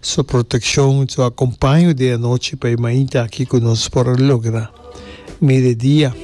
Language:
Papiamento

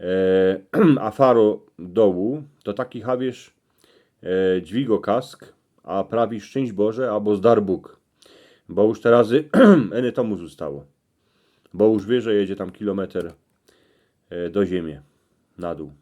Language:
Silesian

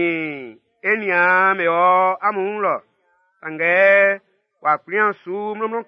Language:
Baoulé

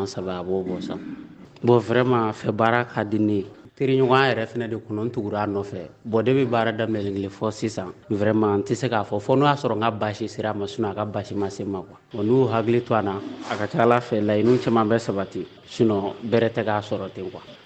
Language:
Bambara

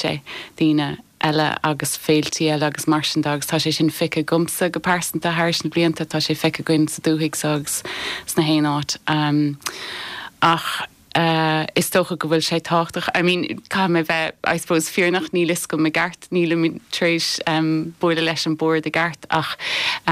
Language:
Irish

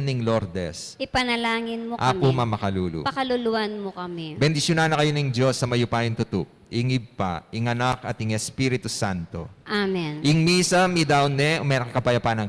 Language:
Pampanga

